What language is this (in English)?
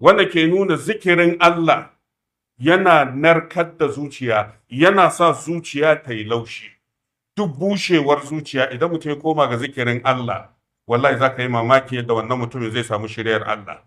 Hausa